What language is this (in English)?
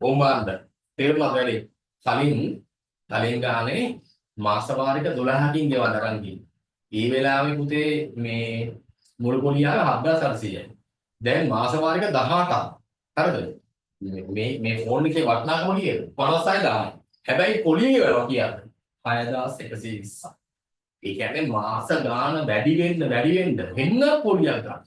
Sinhala